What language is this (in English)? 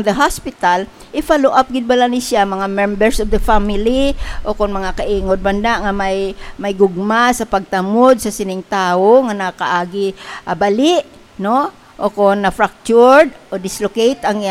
Hiligaynon